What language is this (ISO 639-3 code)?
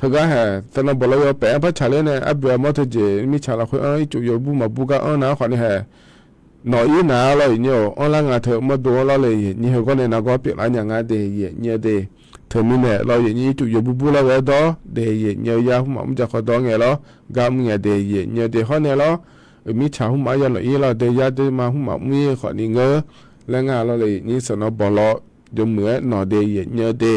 ahk